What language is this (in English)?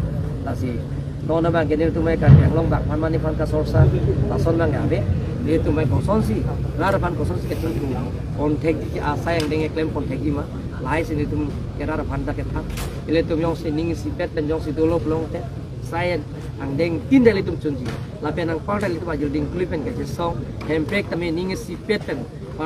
Karbi